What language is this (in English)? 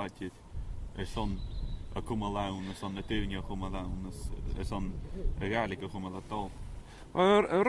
Scottish Gaelic